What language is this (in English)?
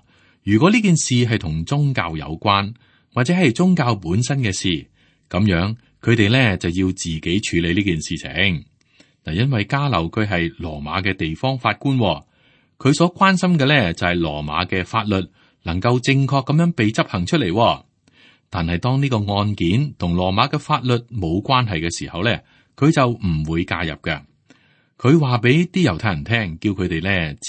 Cantonese